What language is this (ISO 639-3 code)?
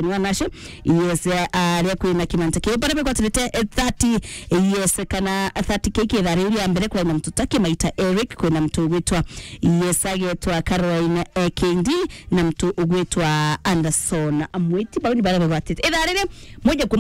mer